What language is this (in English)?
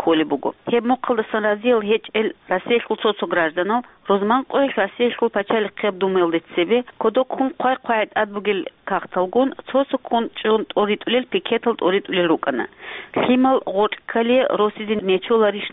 Avaric